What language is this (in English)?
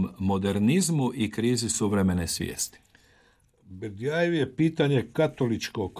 Croatian